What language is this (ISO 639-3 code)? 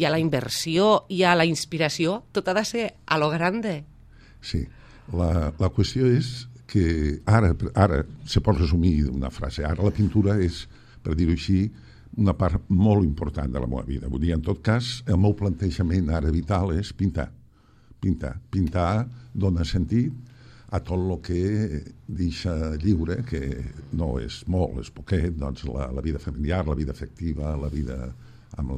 cat